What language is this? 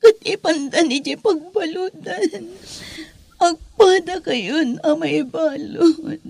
Iloko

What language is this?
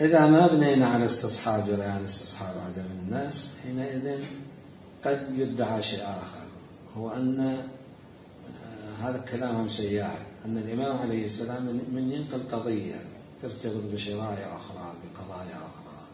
Mesopotamian Arabic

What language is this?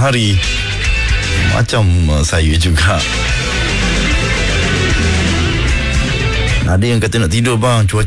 Malay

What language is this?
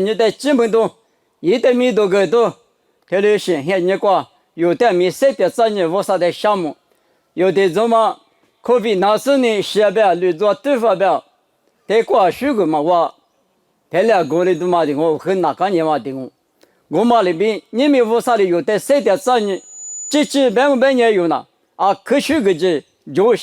Lisu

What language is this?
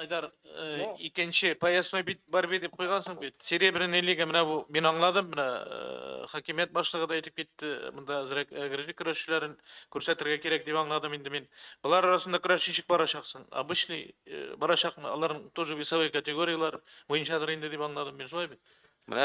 Tatar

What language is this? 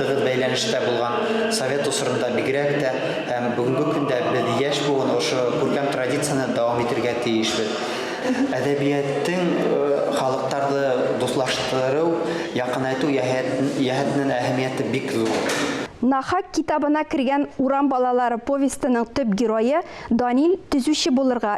Tatar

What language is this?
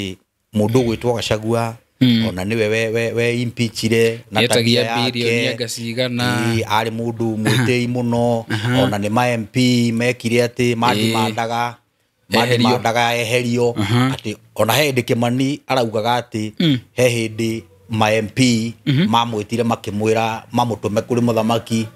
Kikuyu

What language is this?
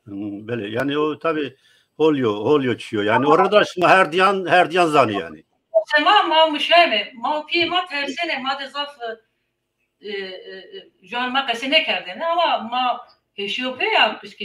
Zaza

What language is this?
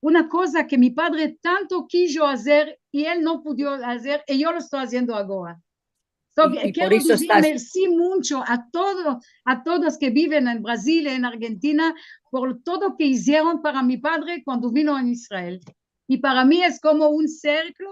Ladino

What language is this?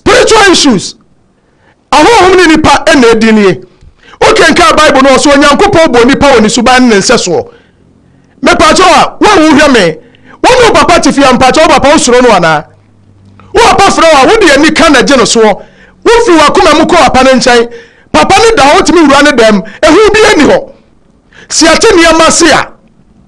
Akan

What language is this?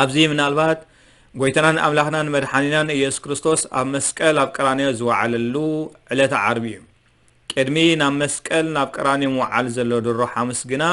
Tigrinya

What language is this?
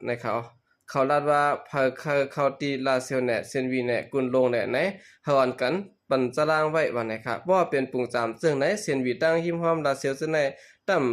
Shan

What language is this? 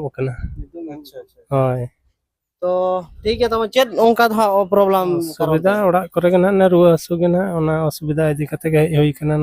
Santali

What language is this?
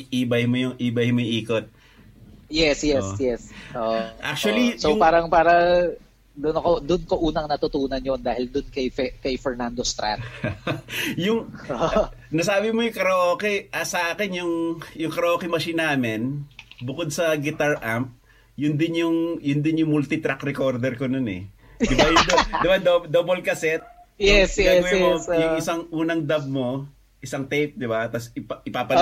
Filipino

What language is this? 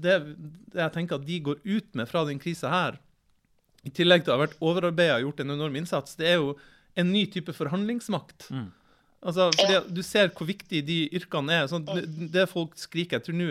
Norwegian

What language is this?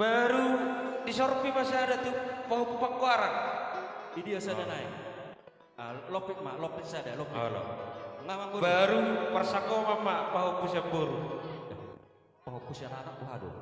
Batak Toba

